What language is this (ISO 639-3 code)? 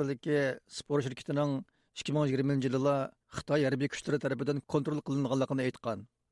uig